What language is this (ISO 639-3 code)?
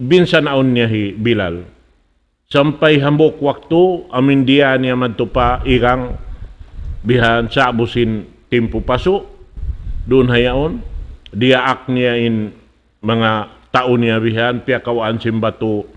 tsg